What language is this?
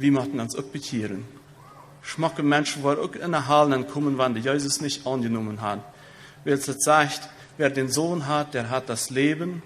Plautdietsch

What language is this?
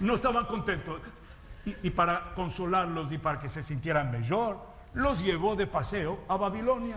Ladino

